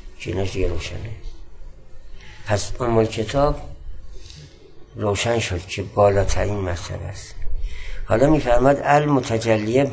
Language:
Persian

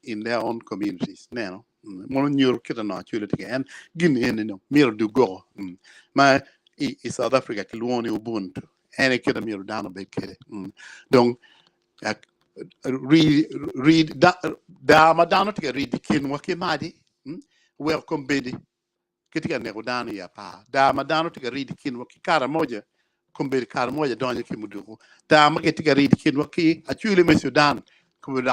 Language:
Acoli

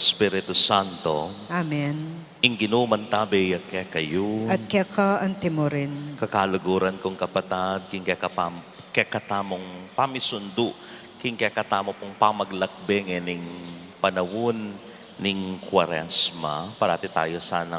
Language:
Pampanga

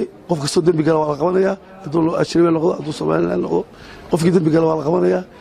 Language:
Somali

